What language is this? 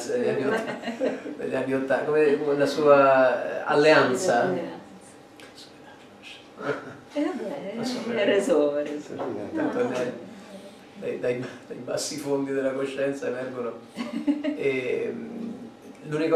Italian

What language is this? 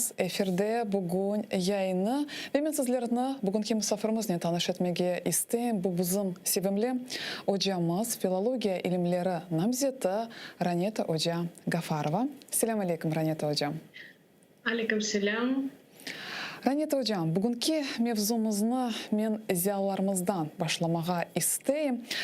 Crimean Tatar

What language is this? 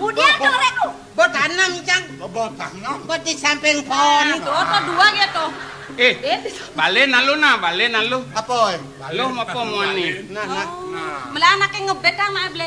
Balinese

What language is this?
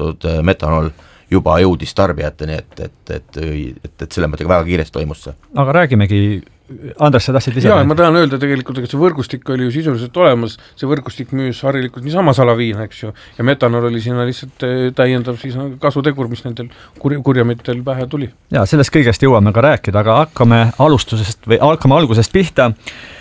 Estonian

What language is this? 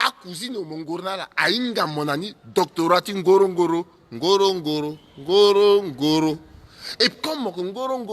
Sango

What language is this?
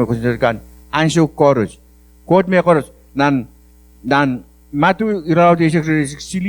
Pohnpeian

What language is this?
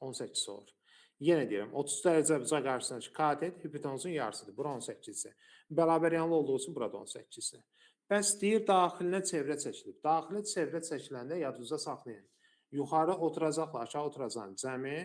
Azerbaijani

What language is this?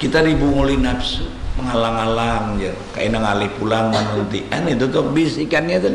Banjar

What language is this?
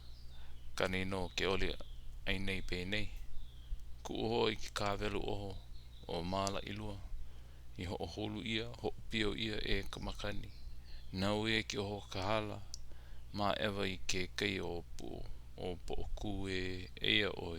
Hawaiian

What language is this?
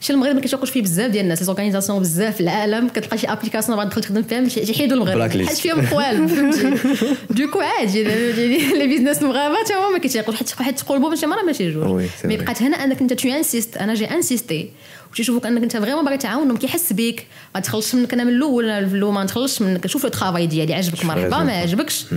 Moroccan Arabic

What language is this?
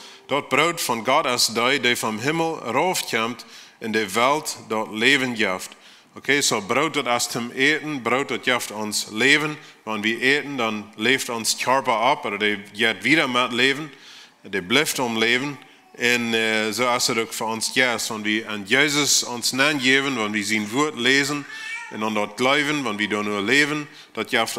Plautdietsch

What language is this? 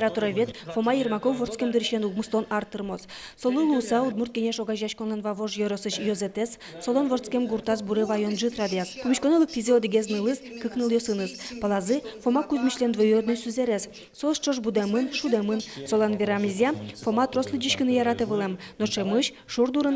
Udmurt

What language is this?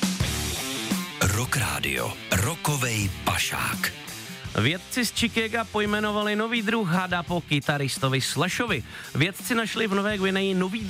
Czech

